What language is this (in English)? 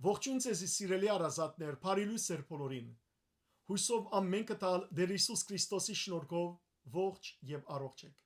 Western Armenian